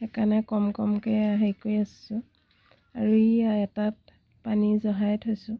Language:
Assamese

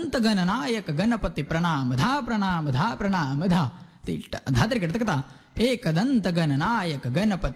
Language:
Marathi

